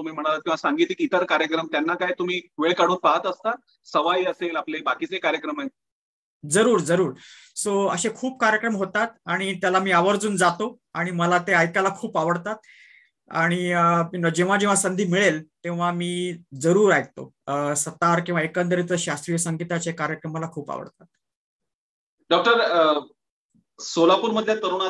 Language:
Marathi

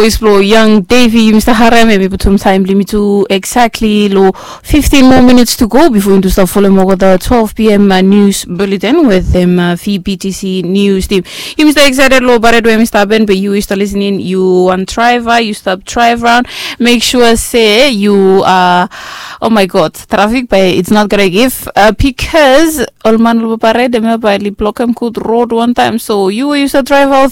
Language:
Bislama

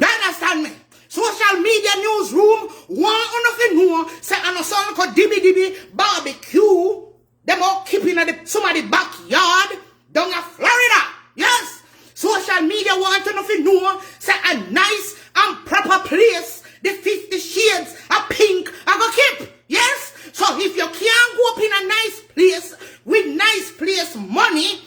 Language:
Jamaican Creole English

